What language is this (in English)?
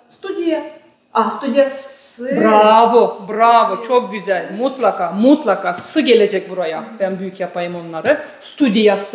Gagauz